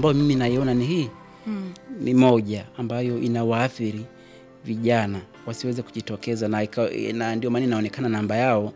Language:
Swahili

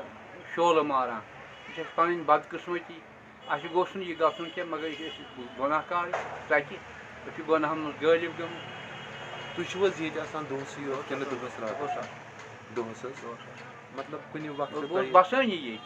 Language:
Kashmiri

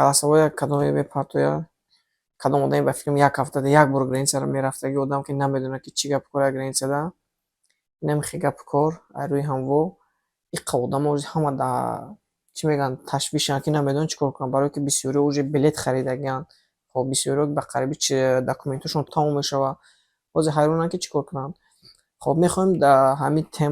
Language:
Tajik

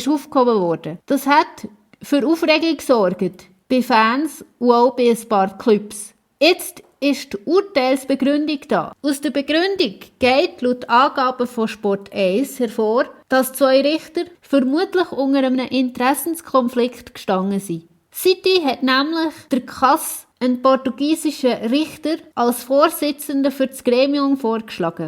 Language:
Swiss German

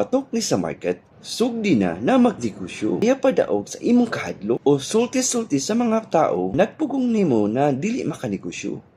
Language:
Cebuano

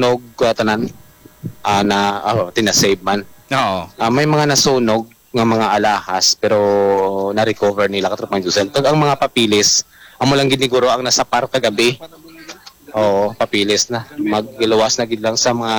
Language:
Hiligaynon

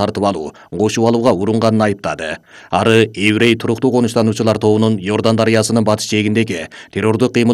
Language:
Kyrgyz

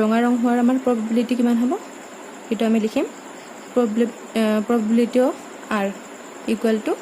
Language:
Assamese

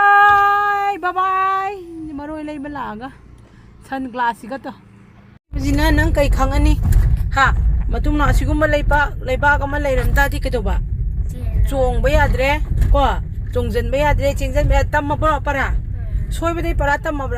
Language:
Manipuri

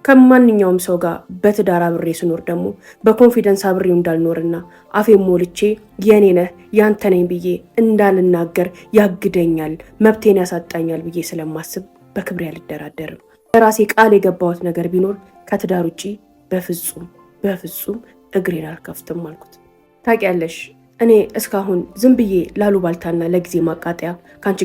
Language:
Amharic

